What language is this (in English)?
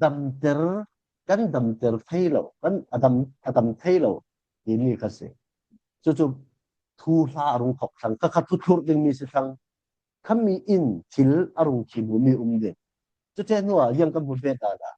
Falam Chin